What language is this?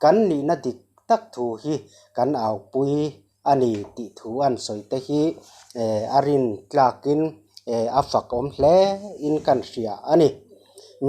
Mizo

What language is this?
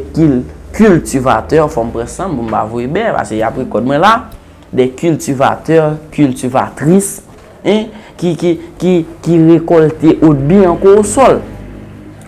Haitian Creole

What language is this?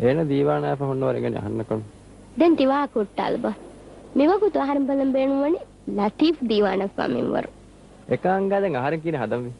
Divehi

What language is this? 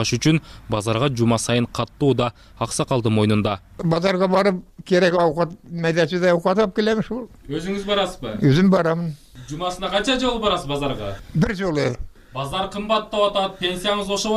Kyrgyz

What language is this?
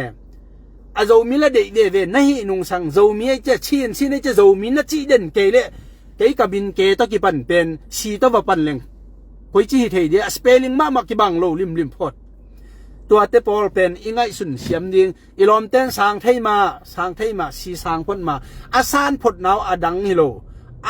Tedim Chin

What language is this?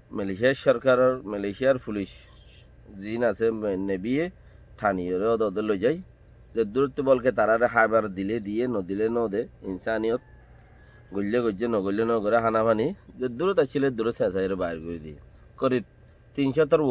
Rohingya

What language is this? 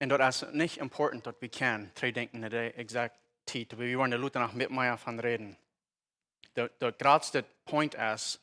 Plautdietsch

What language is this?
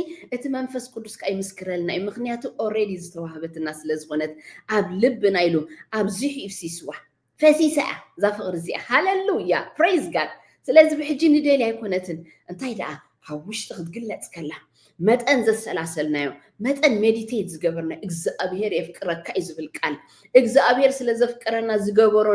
Tigrinya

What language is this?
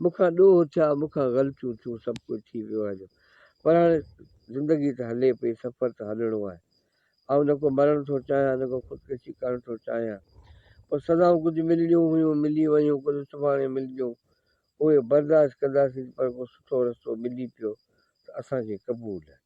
Sindhi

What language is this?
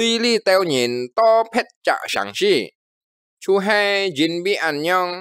Hakka Chinese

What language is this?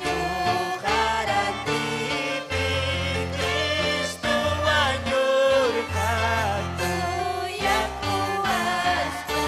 Ayacucho Quechua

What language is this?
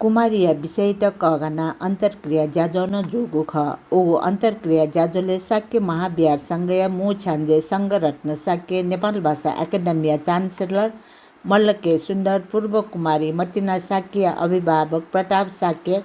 Newari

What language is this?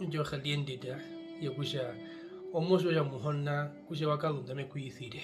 Herero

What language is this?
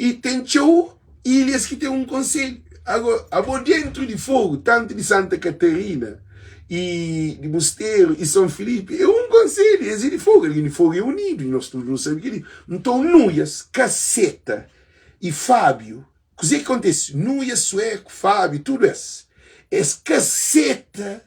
Kabuverdianu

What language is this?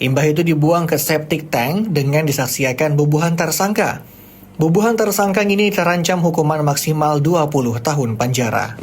Banjar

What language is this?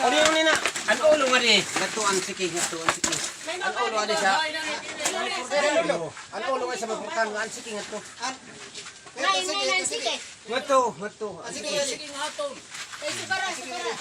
Waray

